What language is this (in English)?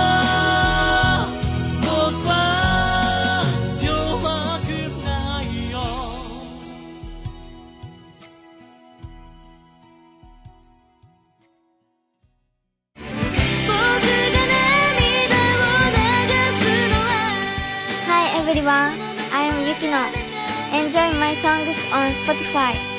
Japanese